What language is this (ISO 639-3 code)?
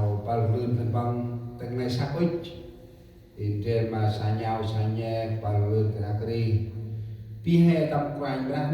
cmo